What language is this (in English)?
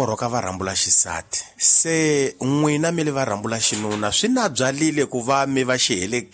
Tsonga